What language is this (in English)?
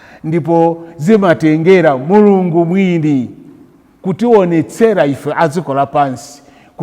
Nyanja